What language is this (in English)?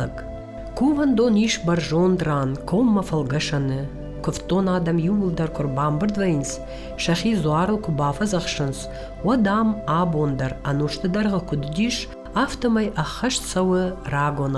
Ossetic